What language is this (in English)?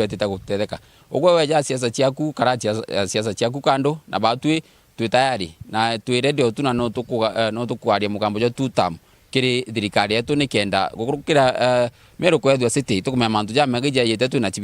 Meru